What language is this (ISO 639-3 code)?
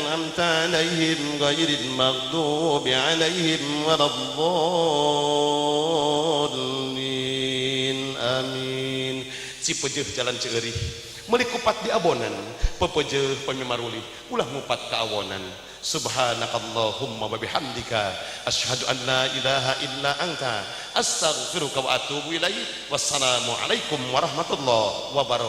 sun